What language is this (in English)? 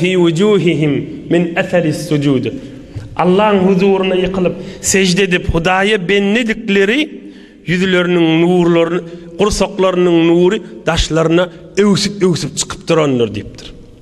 Turkmen